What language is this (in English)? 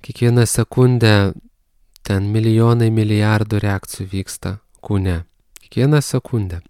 Lithuanian